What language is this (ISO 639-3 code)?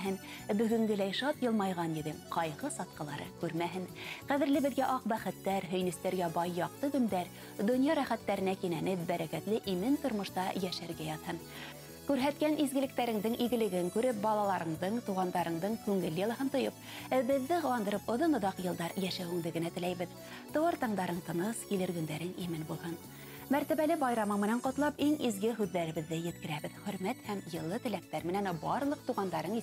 bak